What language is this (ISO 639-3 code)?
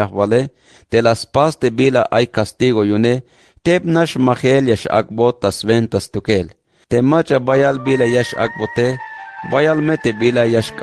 tzh